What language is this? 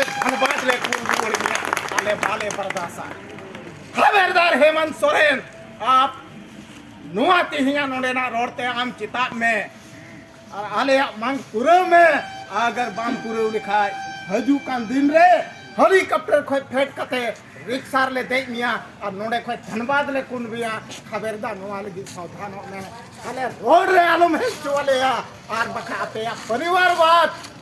Santali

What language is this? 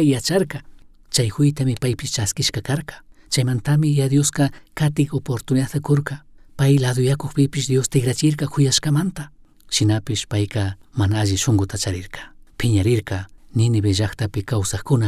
Chimborazo Highland Quichua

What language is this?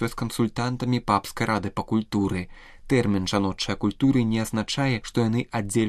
Belarusian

